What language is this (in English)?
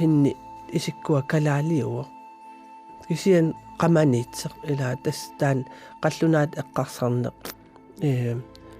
Kalaallisut